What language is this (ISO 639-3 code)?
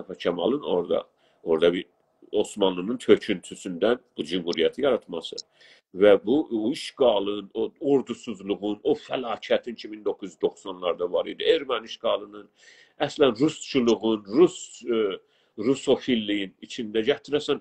azb